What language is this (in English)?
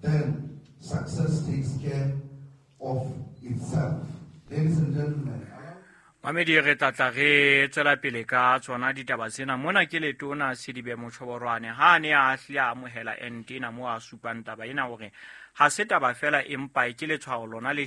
Southern Sotho